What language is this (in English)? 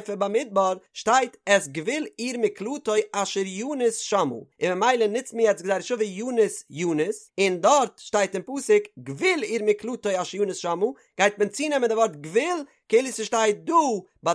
Yiddish